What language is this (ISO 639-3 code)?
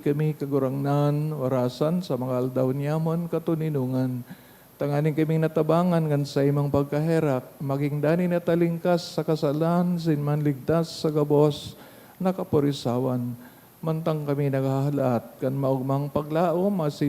bik